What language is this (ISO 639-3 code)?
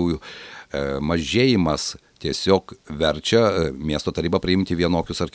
lit